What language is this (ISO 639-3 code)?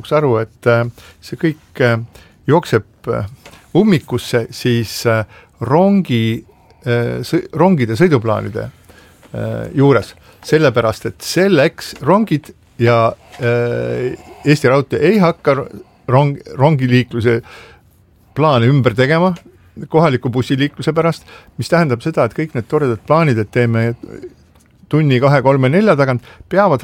est